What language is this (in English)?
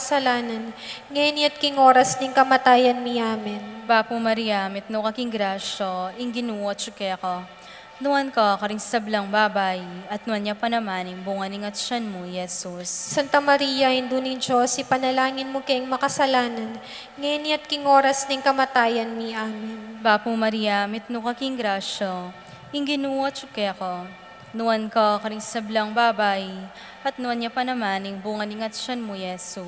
Pampanga